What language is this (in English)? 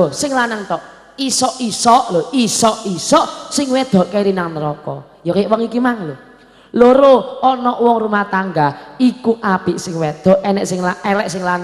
Javanese